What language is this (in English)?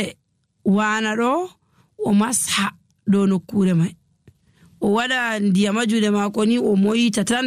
Nigerian Fulfulde